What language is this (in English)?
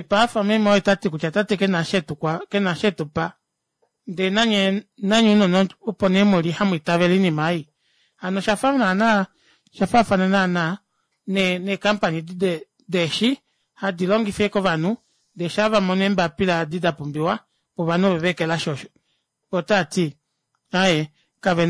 Kuanyama